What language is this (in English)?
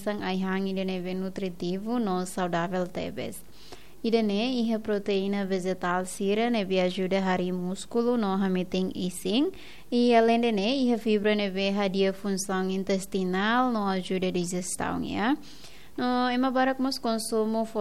Tetum